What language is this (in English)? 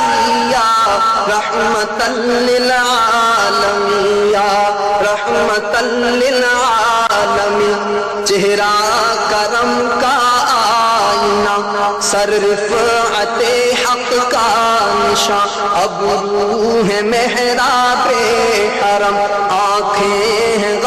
Urdu